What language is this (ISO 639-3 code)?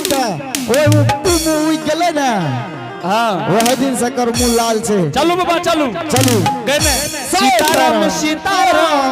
anp